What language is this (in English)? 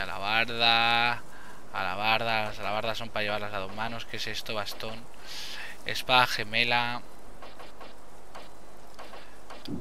Spanish